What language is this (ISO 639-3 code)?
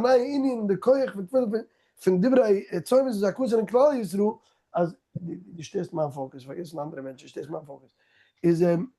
yid